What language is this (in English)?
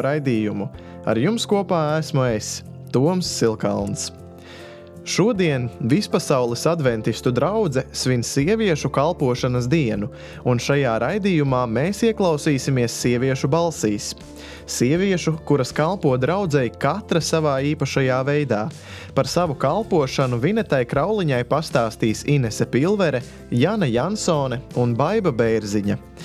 Latvian